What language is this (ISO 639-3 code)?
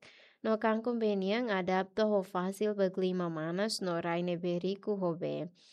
tet